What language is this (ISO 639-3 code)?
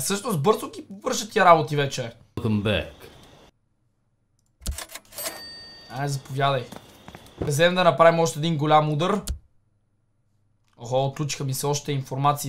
bul